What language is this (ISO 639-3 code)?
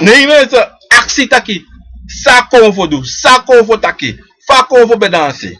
srn